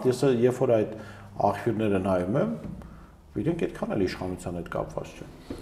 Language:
Armenian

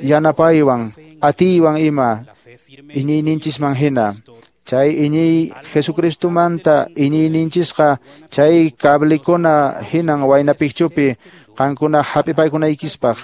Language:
Quechua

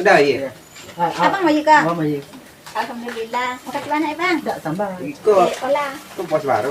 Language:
Minangkabau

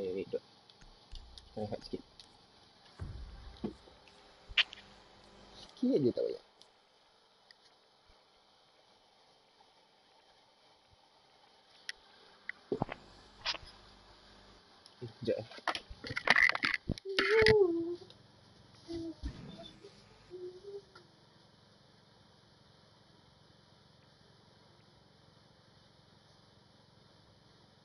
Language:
Malay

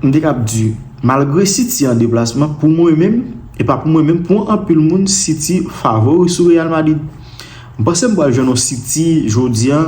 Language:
Haitian Creole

